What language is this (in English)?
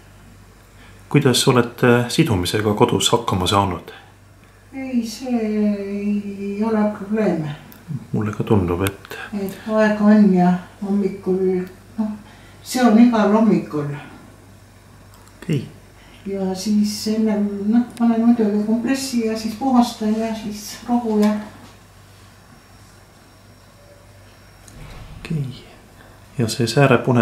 Estonian